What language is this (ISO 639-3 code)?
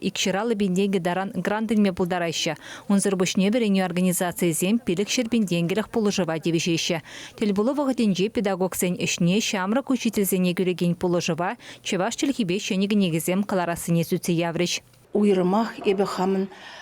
chv